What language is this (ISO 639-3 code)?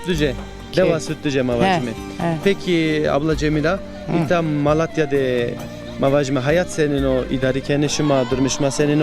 zza